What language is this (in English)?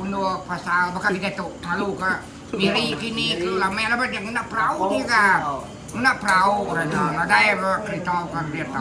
Iban